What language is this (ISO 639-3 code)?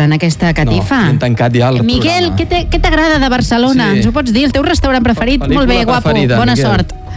cat